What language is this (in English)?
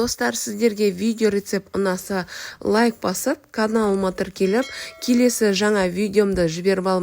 Kazakh